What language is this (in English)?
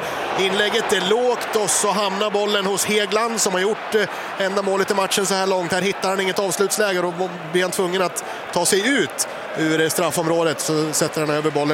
Swedish